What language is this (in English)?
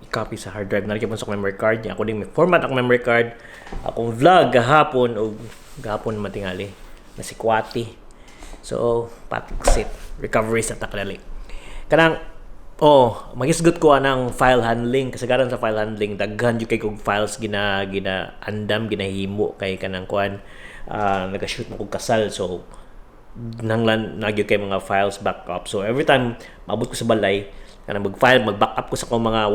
Cebuano